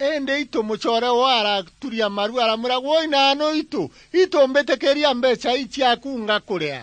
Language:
Meru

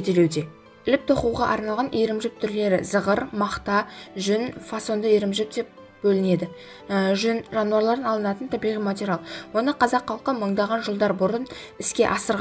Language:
Kazakh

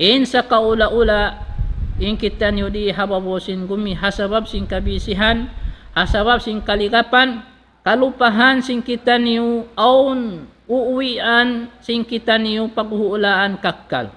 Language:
Tausug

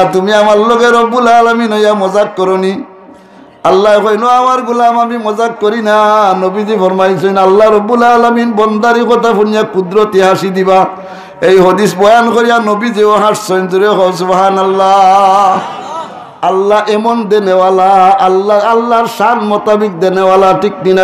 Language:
Sylheti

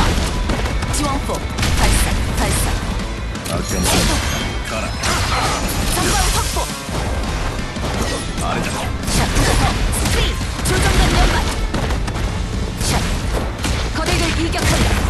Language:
Korean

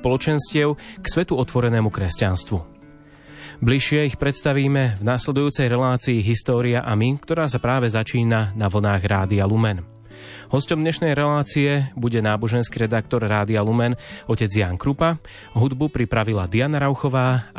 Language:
Slovak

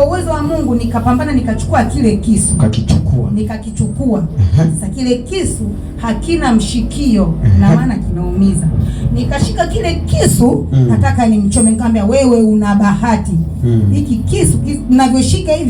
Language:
Swahili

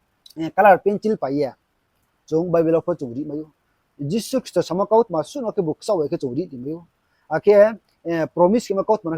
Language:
Riang (India)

